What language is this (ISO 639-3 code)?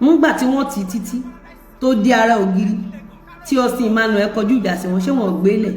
yor